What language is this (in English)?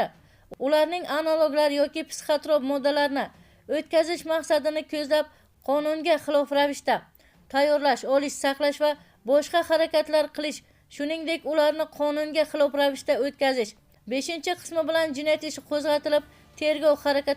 Uzbek